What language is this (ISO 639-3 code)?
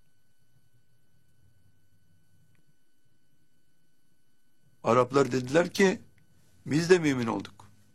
tur